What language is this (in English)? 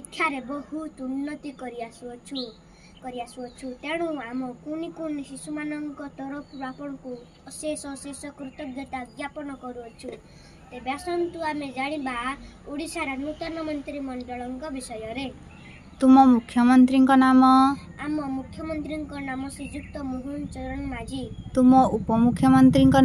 Odia